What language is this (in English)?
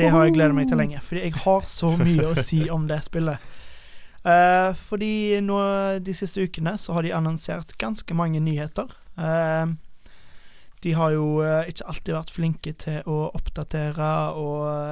Norwegian